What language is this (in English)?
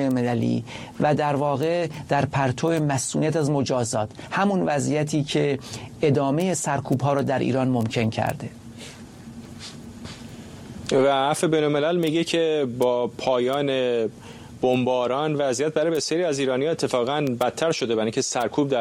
Persian